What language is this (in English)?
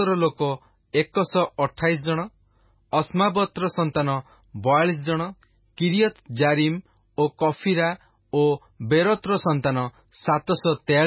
Odia